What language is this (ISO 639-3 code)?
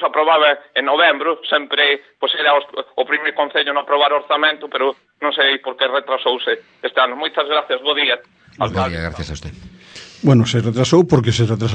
glg